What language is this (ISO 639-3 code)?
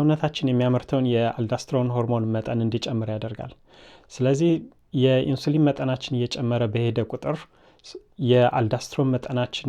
amh